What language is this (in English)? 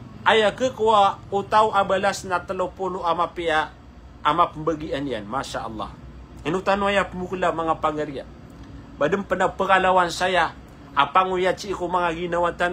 Maranao